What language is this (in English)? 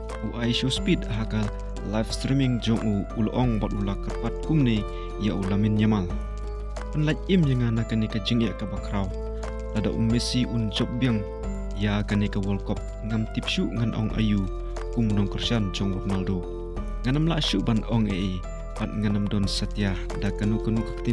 Khasi